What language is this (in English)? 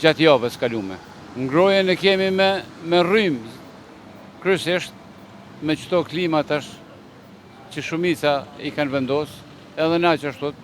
Albanian